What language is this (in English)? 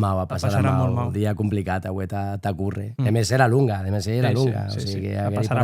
Occitan